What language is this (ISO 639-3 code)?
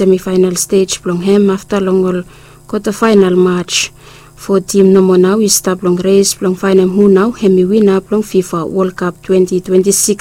bis